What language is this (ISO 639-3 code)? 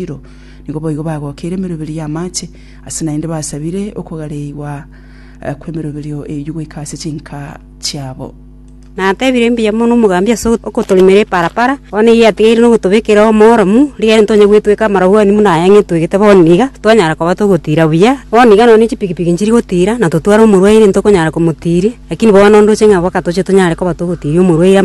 guz